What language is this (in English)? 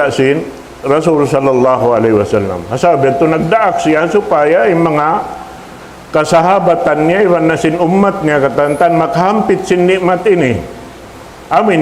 Tausug